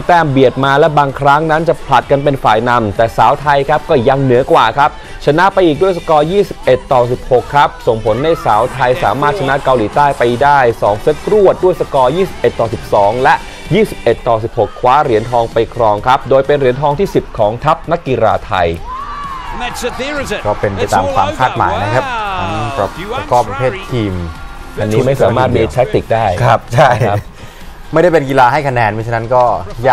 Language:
Thai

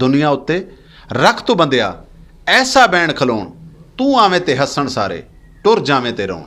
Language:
Western Panjabi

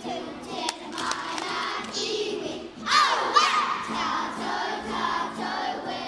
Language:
Māori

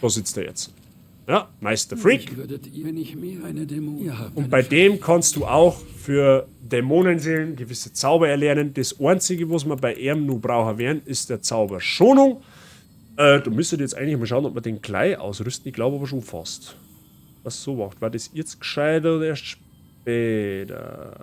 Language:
Bavarian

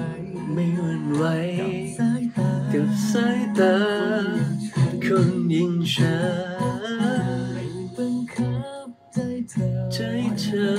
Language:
Thai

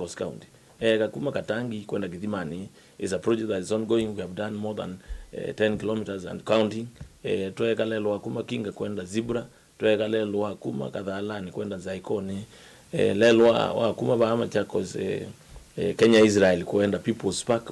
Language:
Kamba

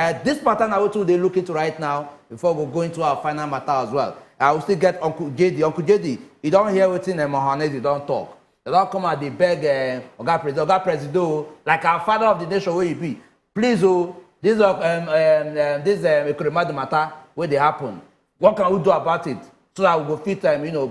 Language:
Nigerian Pidgin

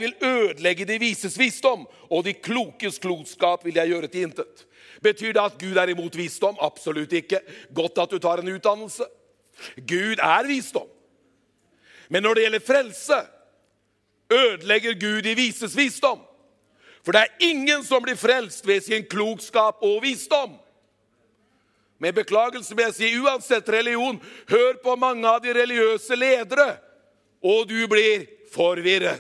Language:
Norwegian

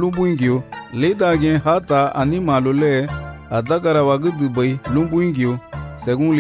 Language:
Garifuna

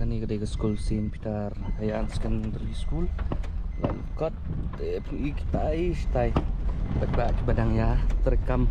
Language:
Khasi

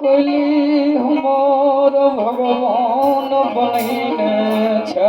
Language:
Maithili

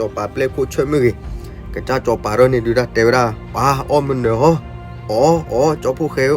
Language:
S'gaw Karen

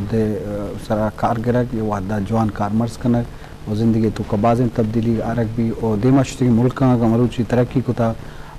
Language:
Eastern Balochi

